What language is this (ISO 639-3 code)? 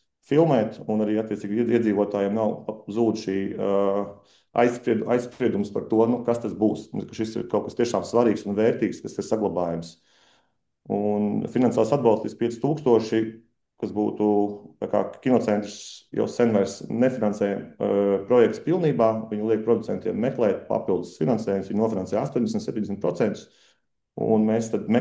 lav